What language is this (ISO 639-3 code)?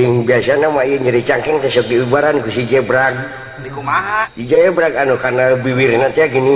sun